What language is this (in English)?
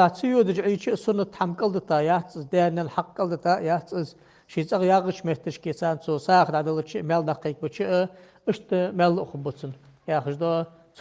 Ingush